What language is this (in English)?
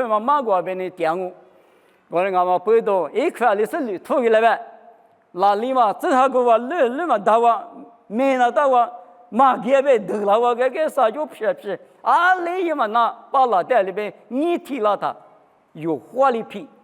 Lisu